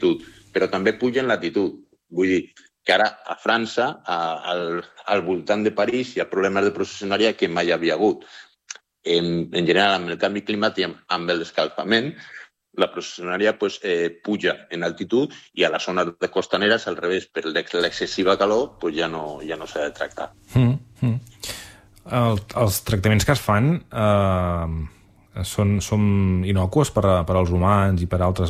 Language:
Catalan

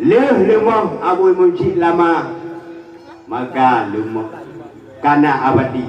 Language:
Achinese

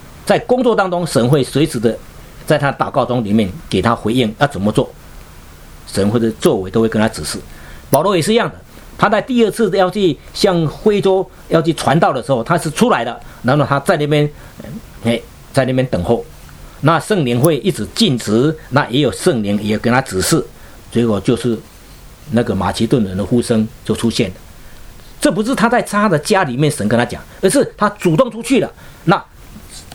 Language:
Chinese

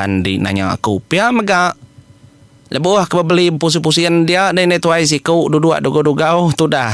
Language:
Iban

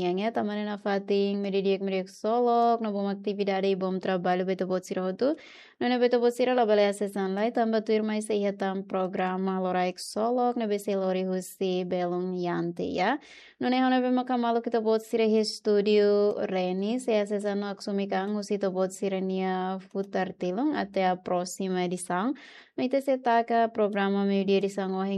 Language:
Tetum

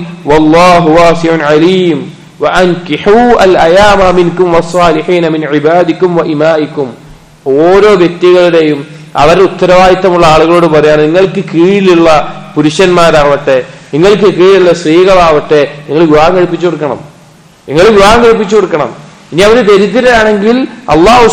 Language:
Malayalam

